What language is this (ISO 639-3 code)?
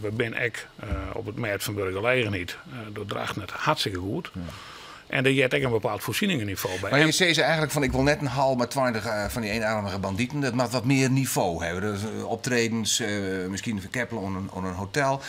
fry